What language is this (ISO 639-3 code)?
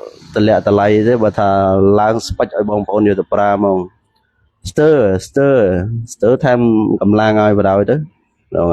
khm